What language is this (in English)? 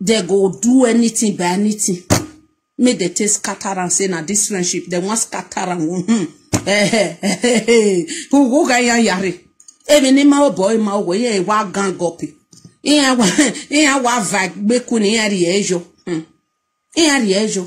Nigerian Pidgin